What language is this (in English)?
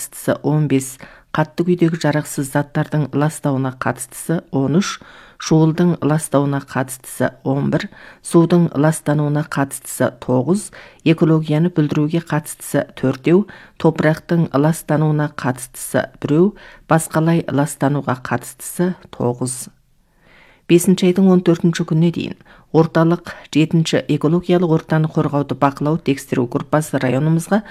Kazakh